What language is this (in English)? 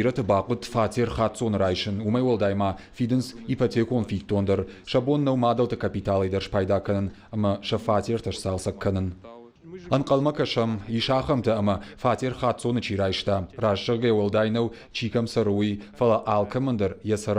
Ossetic